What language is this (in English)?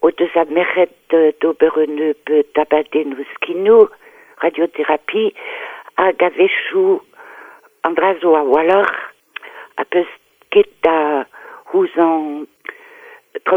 Breton